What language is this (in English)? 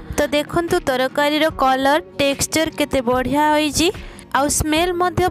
Odia